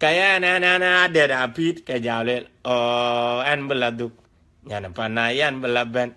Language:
Dinka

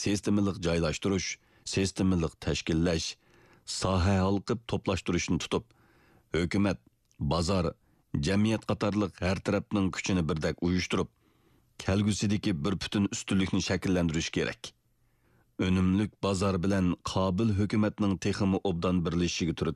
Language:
Uyghur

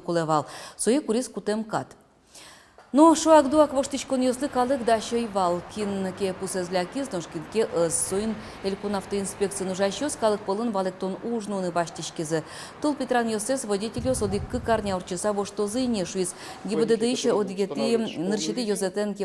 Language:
Udmurt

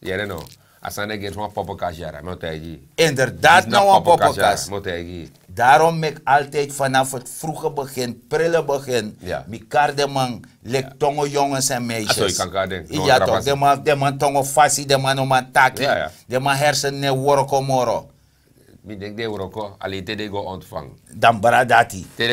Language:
Sranan Tongo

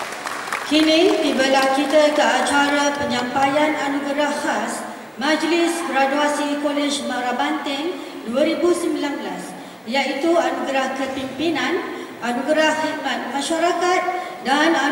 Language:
Malay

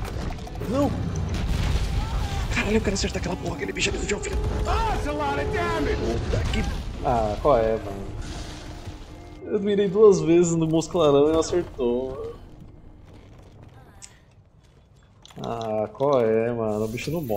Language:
Portuguese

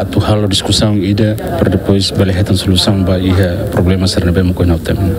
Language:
Tetum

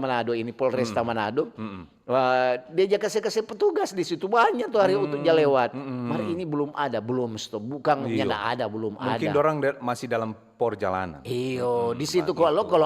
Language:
Manado Malay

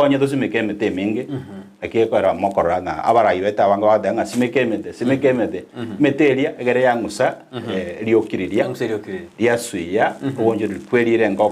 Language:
Gusii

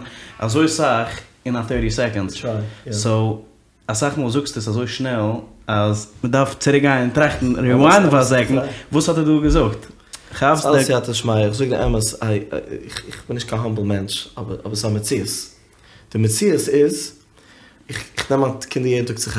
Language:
Yiddish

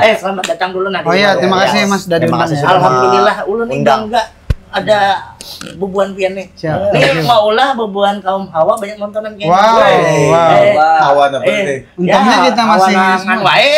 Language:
Banjar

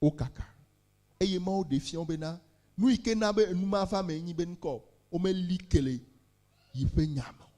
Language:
Ewe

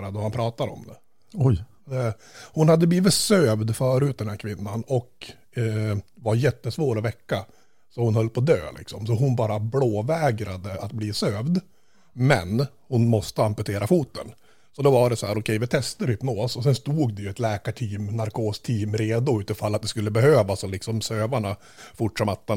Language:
Swedish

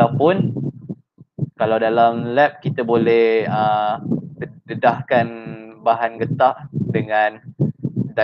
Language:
Malay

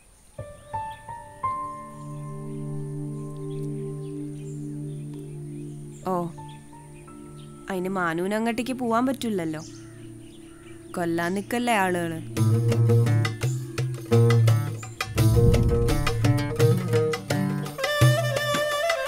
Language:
Malayalam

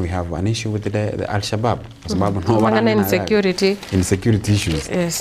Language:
Gusii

